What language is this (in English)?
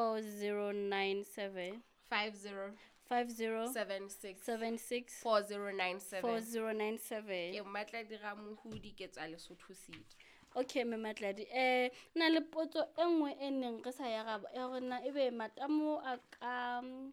Southern Sotho